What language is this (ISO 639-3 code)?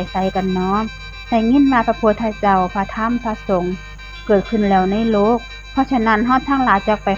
tts